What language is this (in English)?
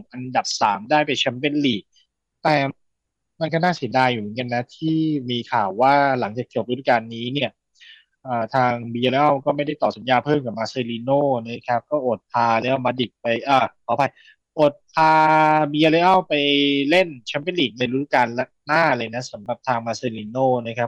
Thai